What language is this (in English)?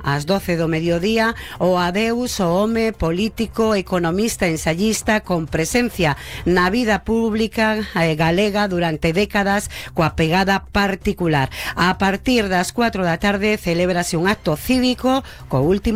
Galician